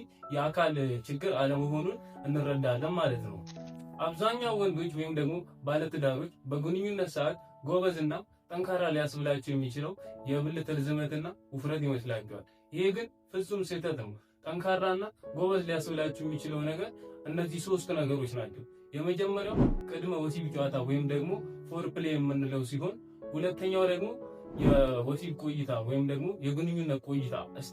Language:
Amharic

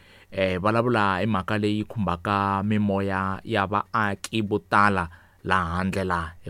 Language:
Tsonga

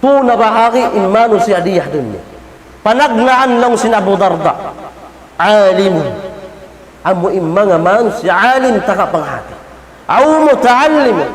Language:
Tausug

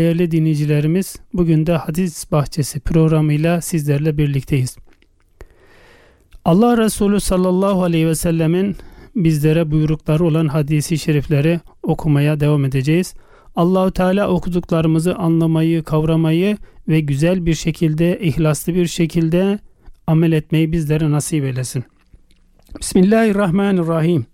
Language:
Turkish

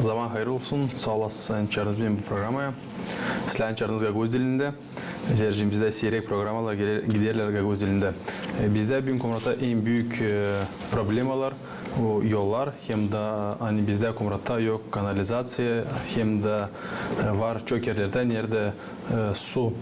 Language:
Gagauz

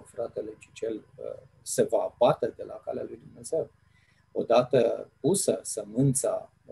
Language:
Romanian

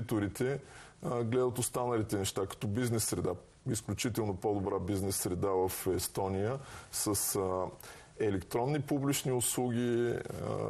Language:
Bulgarian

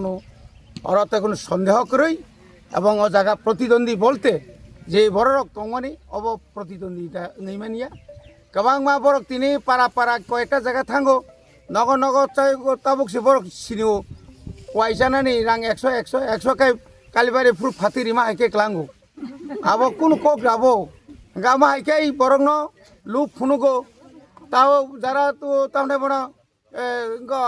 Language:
Kok Borok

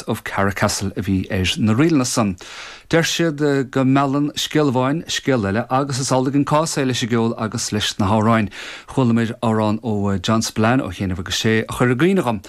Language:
Irish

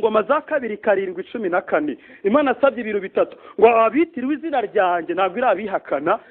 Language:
Kinyarwanda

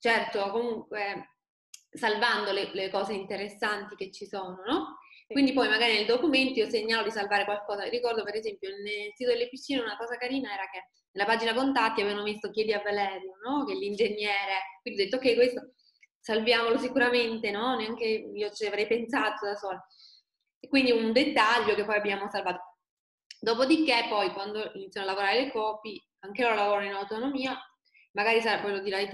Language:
Italian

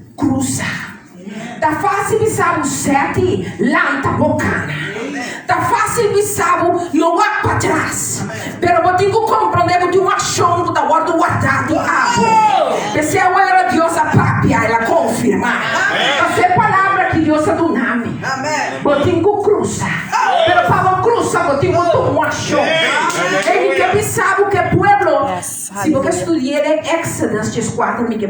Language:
Papiamento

